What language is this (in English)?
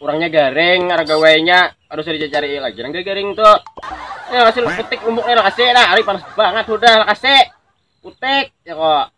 Banjar